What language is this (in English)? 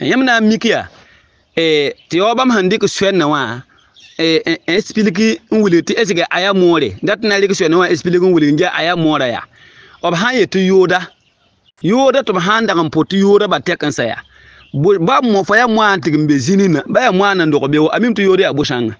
Mossi